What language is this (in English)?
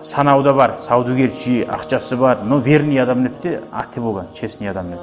Kumyk